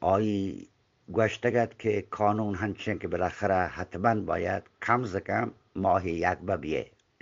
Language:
Eastern Balochi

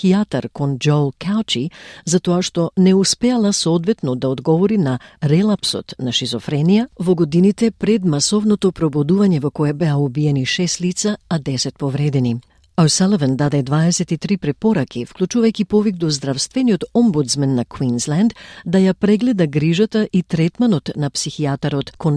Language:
Macedonian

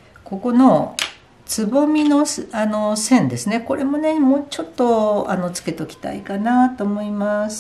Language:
Japanese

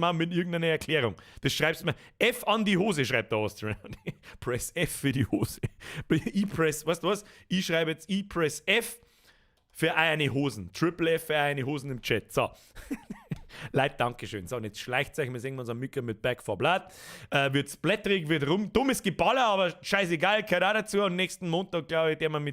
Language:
Bavarian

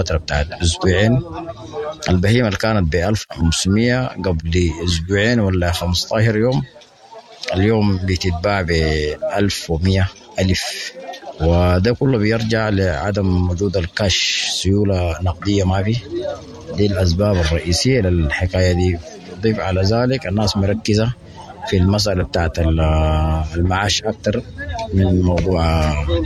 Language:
Sudanese Arabic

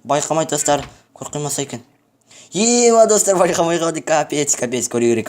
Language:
Kazakh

